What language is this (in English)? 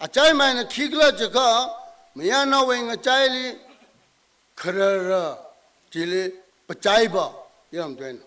Tangkhul Naga (India)